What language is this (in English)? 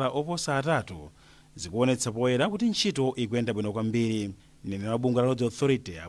Nyanja